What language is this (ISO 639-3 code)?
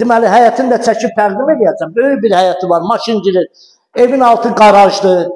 aze